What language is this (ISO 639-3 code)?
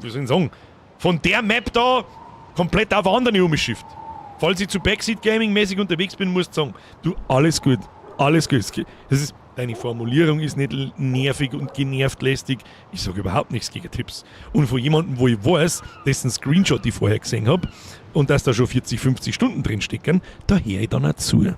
bar